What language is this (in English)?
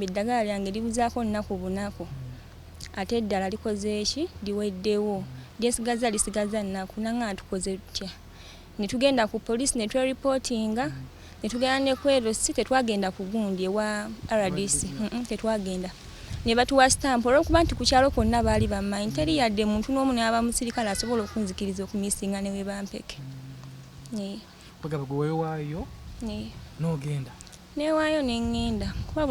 Ganda